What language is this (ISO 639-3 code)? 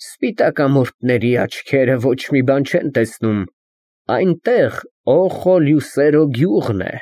hye